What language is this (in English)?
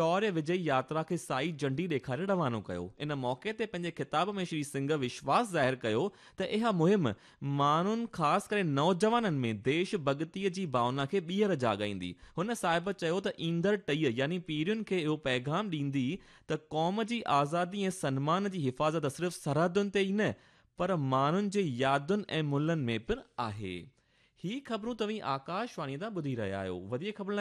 Sindhi